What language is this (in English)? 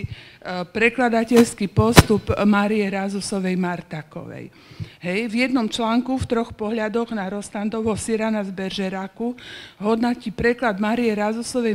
Slovak